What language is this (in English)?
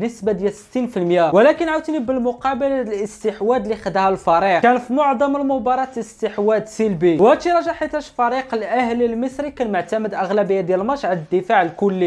Moroccan Arabic